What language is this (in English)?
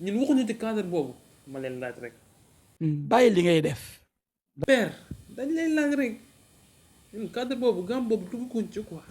Wolof